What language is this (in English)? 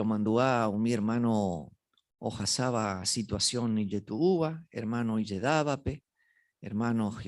Guarani